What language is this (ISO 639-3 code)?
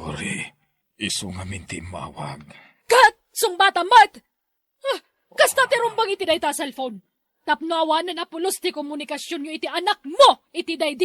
ilo